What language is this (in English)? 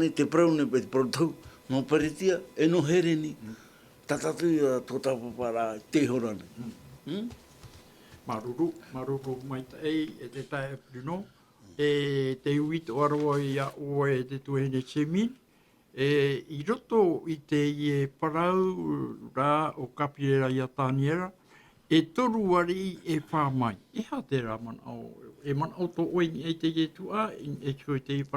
Tahitian